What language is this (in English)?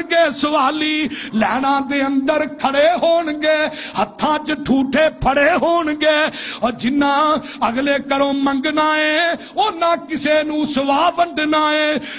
Western Panjabi